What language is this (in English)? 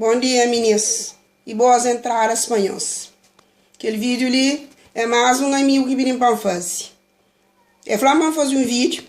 Kabuverdianu